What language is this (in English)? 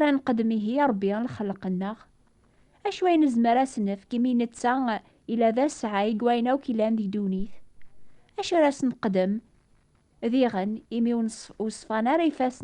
Kabyle